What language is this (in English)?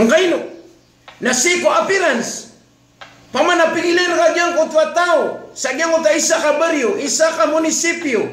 Maranao